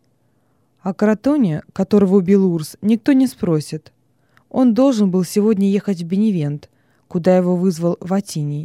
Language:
Russian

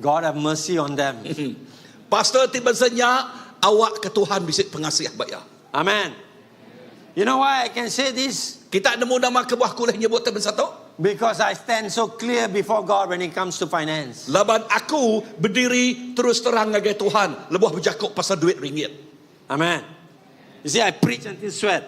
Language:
Iban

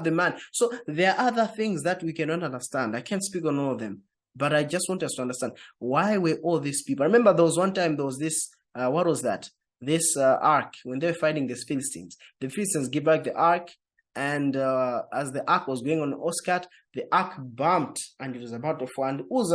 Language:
English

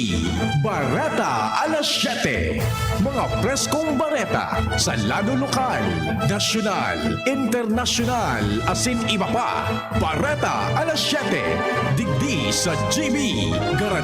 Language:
Bikol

